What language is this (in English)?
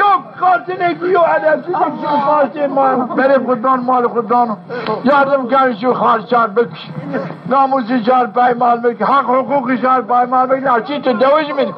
Zaza